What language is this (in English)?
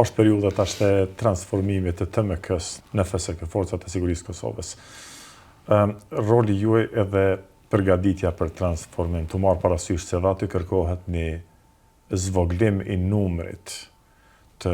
Albanian